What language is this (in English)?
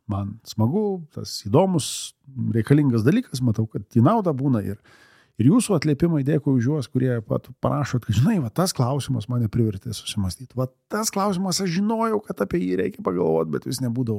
Lithuanian